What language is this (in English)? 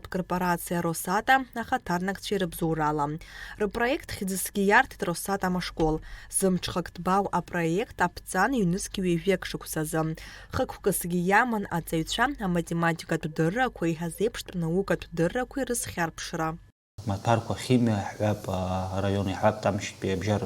Abkhazian